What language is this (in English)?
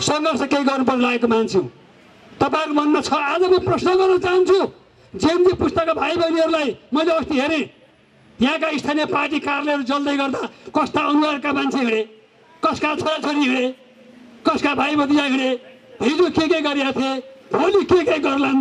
Nepali